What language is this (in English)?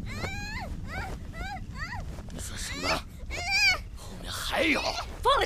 Chinese